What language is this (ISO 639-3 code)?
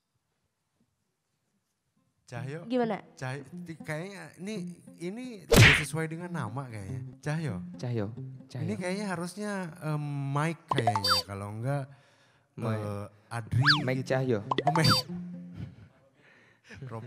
ind